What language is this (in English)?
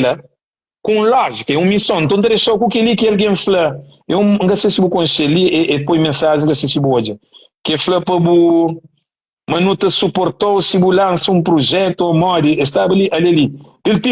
Kabuverdianu